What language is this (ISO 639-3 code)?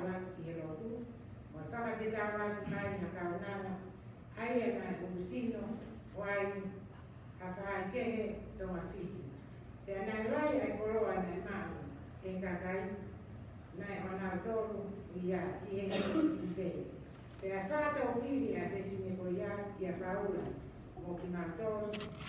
ton